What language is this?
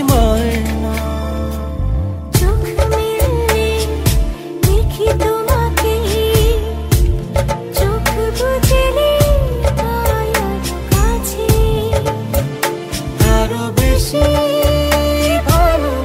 Bangla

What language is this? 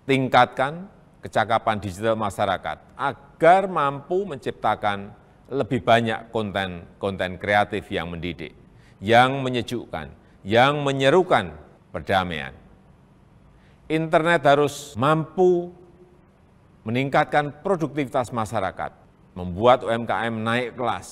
Indonesian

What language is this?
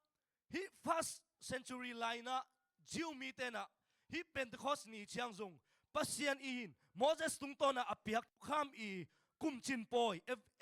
Tedim Chin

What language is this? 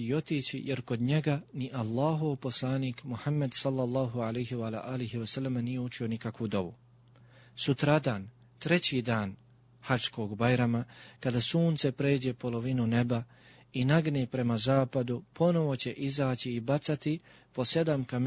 Bosnian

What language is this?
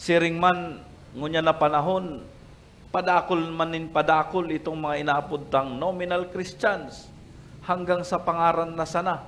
Bikol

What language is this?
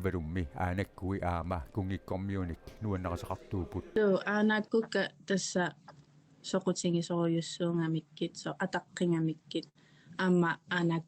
Kalaallisut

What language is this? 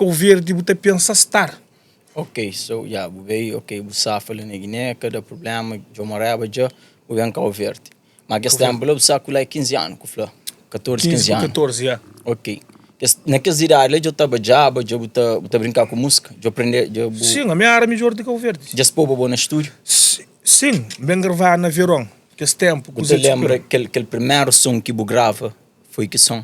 Kabuverdianu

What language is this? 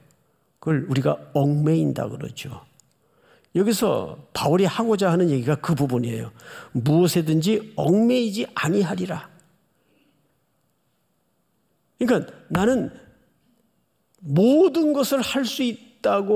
Korean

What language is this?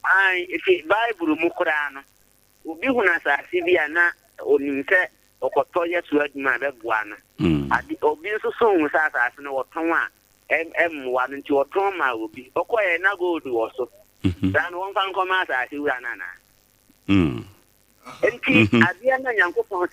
Akan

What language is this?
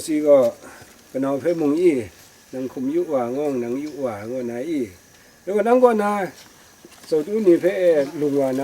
Kachin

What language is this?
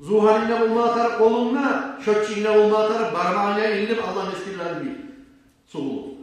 Kumyk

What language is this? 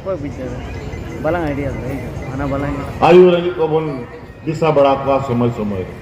Santali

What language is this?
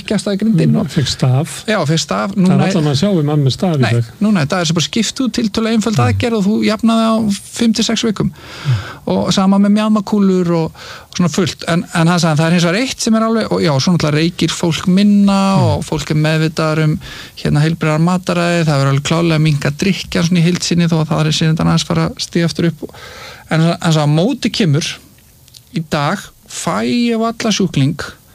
Icelandic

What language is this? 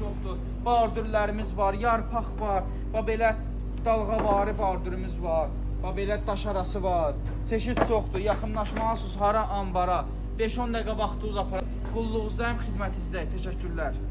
Azerbaijani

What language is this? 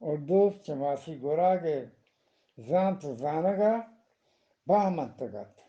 Eastern Balochi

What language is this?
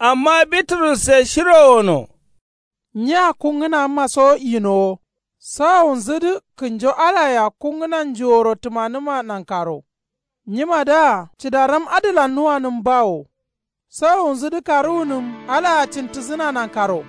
Kanuri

